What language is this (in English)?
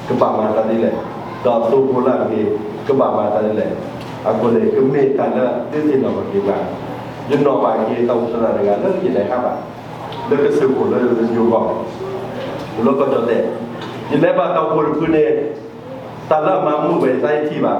S'gaw Karen